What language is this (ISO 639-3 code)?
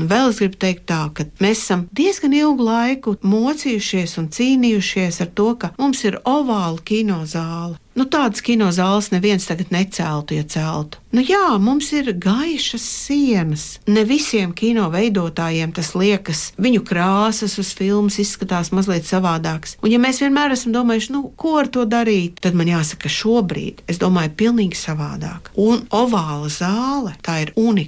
lav